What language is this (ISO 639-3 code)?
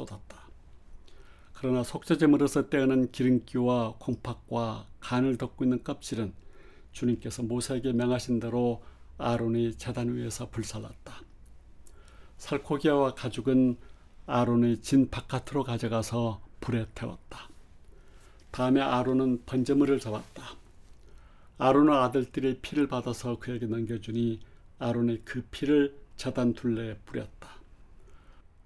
kor